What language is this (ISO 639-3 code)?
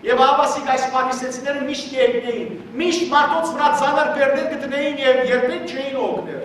hyw